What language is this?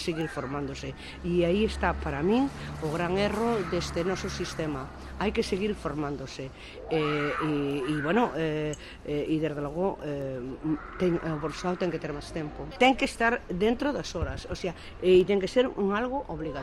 Galician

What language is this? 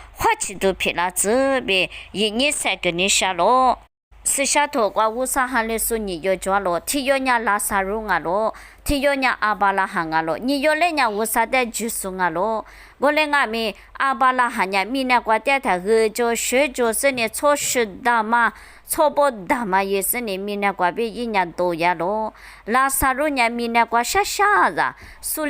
Lisu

